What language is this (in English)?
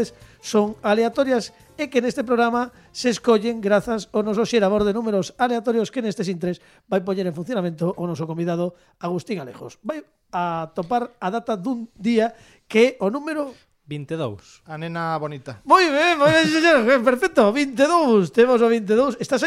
Galician